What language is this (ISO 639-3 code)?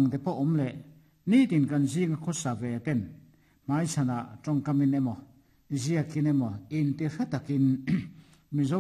lus